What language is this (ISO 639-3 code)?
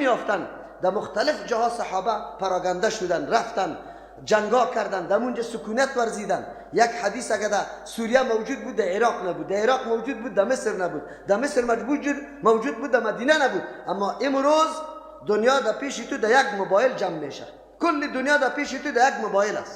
fas